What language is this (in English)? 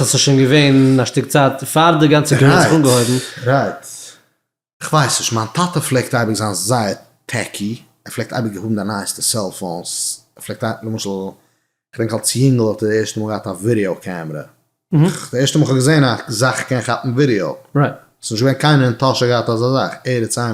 Yiddish